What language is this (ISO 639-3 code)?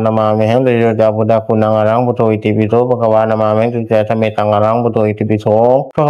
pli